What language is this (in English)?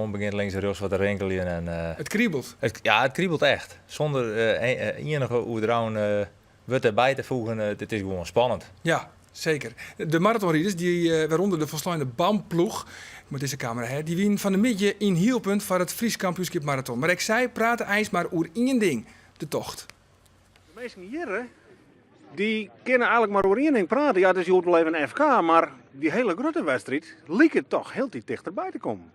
Western Frisian